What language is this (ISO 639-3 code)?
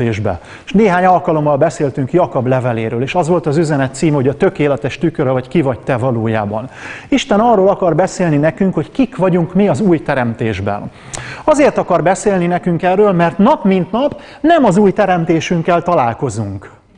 hun